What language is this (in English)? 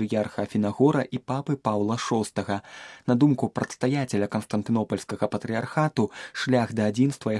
Belarusian